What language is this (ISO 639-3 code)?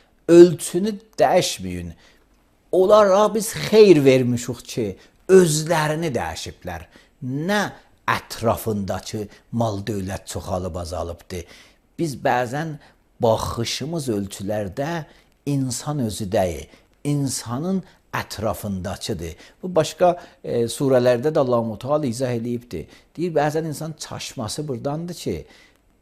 aze